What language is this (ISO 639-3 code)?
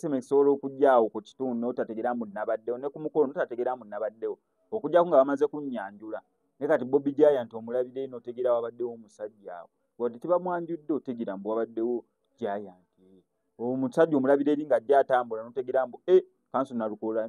lug